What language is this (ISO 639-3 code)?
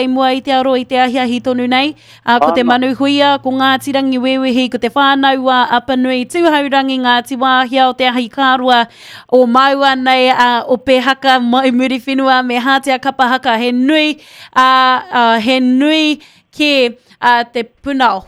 mri